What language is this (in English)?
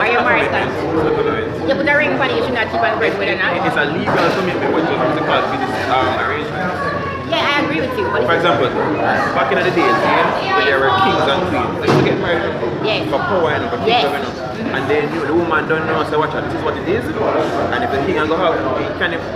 Jamaican Creole English